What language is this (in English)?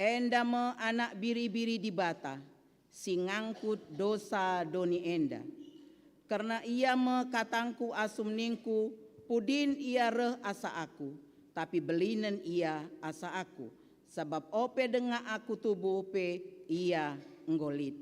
Batak Karo